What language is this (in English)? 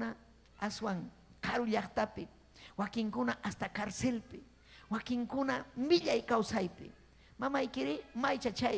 Ayacucho Quechua